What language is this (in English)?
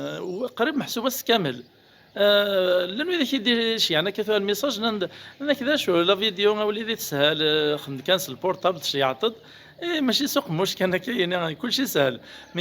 Kabyle